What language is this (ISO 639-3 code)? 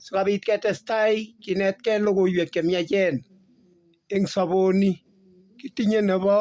kln